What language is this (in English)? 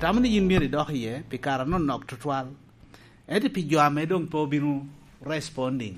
Lango (Uganda)